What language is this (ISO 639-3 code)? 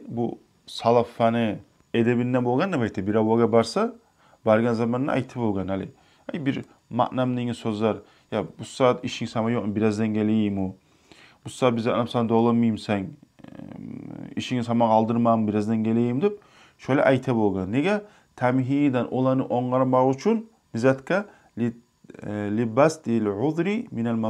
kum